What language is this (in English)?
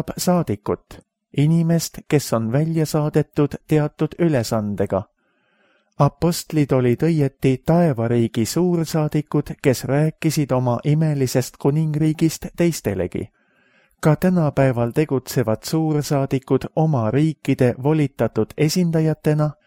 Estonian